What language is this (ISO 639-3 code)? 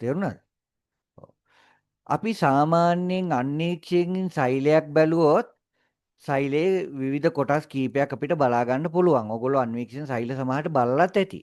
sin